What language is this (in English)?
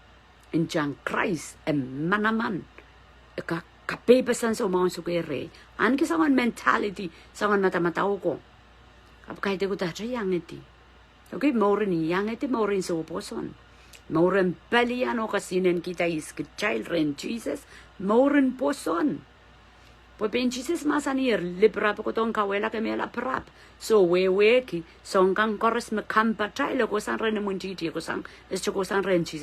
Pohnpeian